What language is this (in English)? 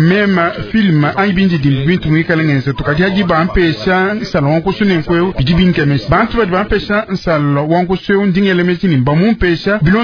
Luba-Lulua